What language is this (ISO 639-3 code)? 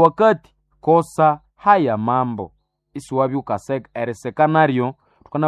swa